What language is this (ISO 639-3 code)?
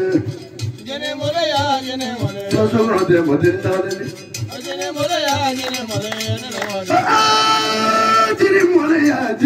bam